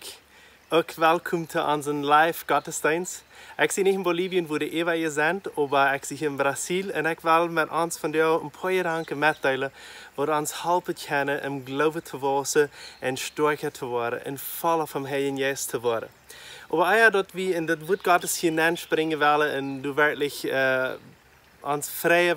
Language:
Plautdietsch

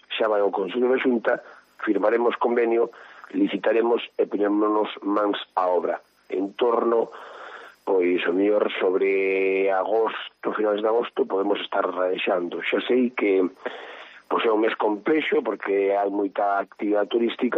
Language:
Galician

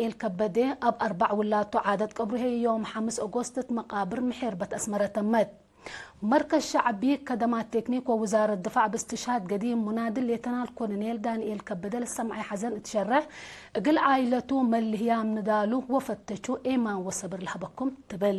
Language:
Tigre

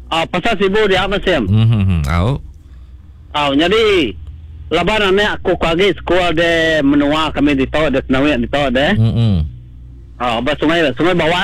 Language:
Iban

